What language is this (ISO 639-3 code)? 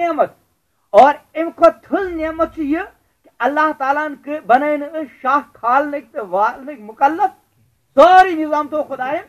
kas